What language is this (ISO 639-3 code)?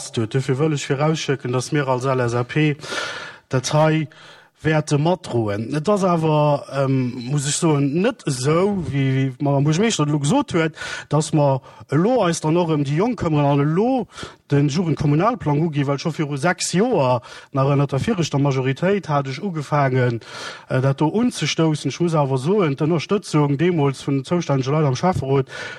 ltz